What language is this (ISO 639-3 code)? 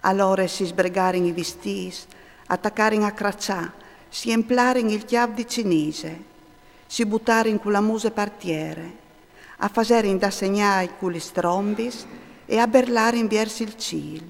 fur